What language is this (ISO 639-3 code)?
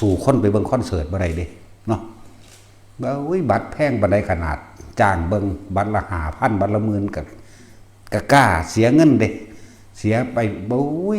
lao